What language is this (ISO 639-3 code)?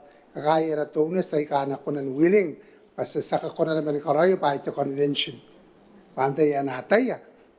gil